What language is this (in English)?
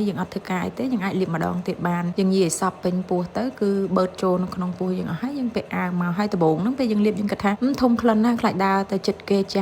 Khmer